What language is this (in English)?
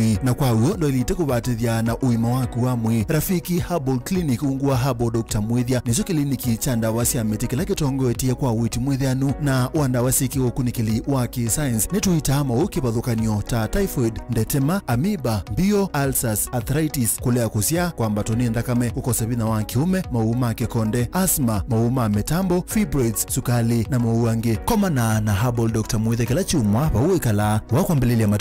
Kamba